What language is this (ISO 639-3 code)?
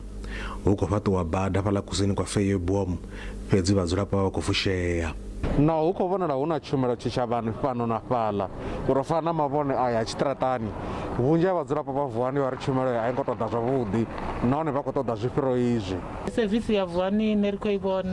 ven